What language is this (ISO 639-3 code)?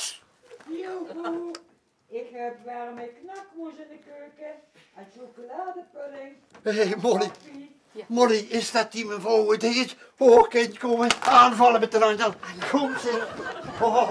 lim